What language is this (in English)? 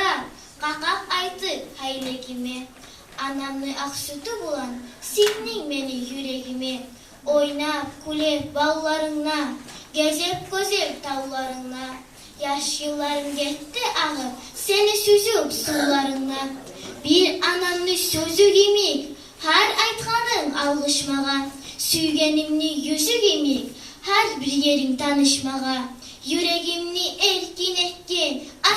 Kumyk